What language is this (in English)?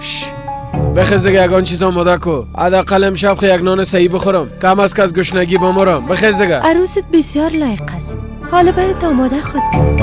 Persian